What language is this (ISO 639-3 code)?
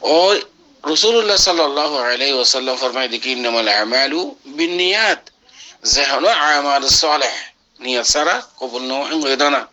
rhg